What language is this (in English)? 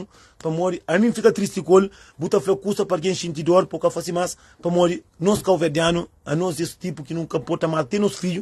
Kabuverdianu